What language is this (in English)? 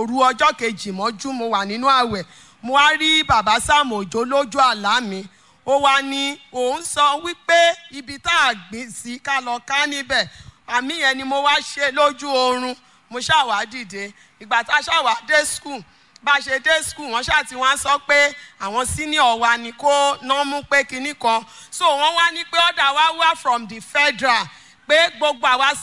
Yoruba